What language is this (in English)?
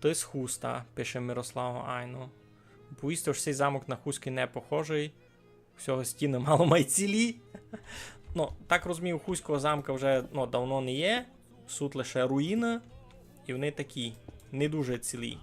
Rusyn